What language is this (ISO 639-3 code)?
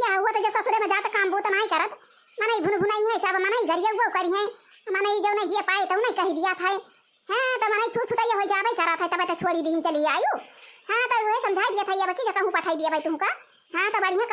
awa